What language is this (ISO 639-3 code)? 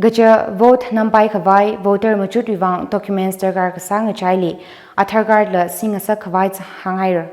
nmf